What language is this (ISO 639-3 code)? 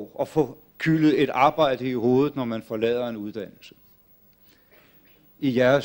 dan